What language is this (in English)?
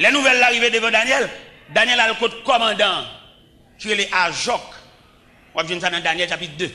Haitian Creole